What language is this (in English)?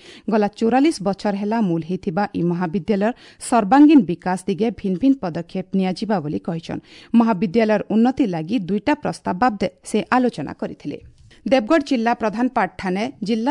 Odia